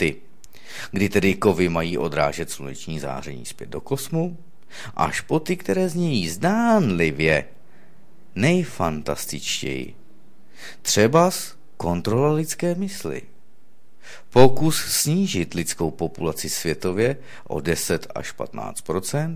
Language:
Czech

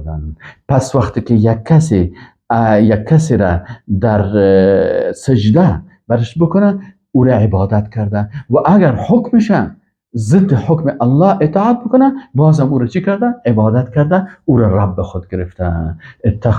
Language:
Persian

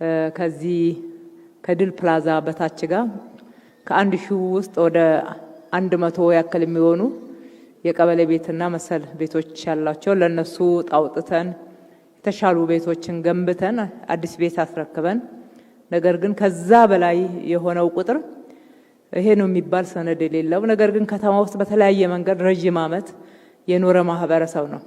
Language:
Amharic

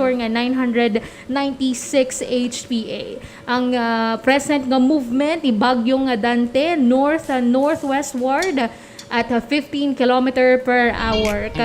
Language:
Hiligaynon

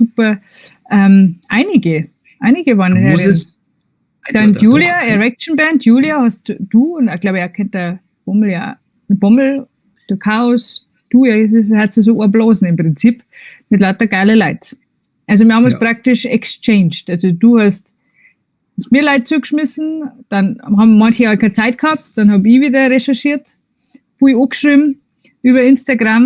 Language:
Bavarian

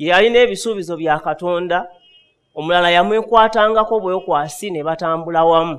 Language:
Ganda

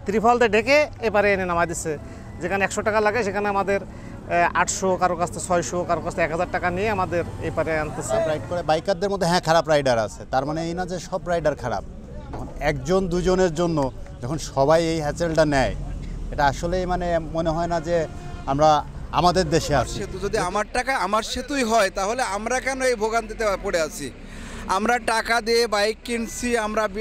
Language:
Bangla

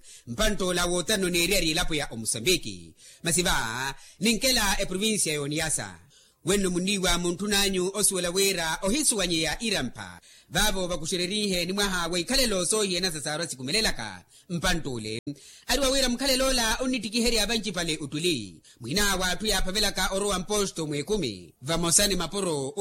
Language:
Makhuwa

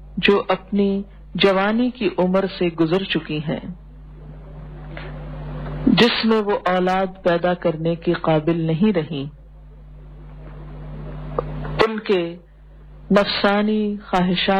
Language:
Urdu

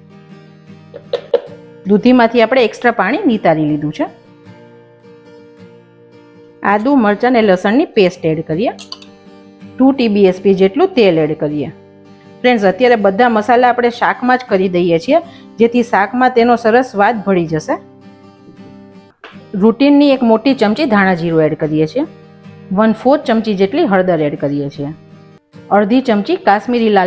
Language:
Gujarati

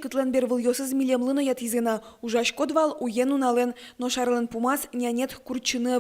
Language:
Udmurt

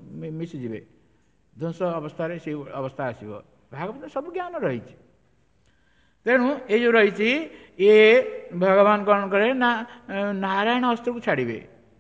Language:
Odia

